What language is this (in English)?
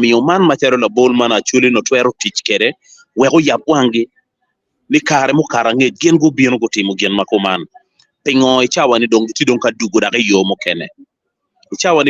Acoli